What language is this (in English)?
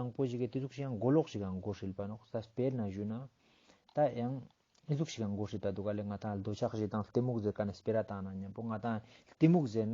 Ladakhi